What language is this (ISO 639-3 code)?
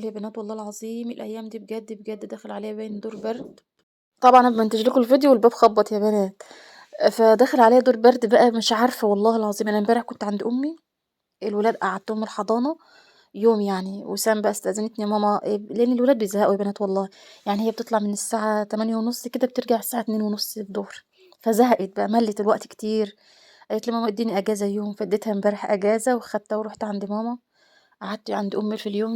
arz